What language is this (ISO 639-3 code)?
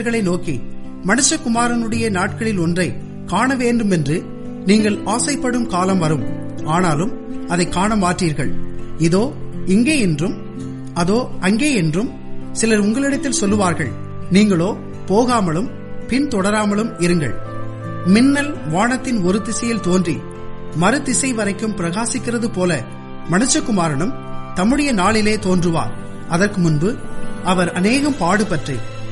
tam